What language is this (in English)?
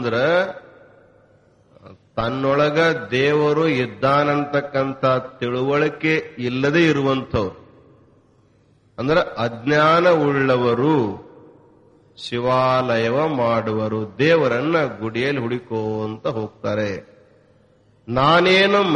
Kannada